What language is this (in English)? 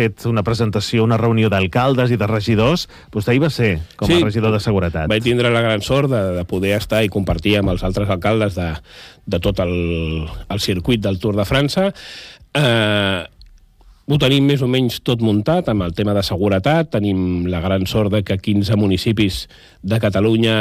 Catalan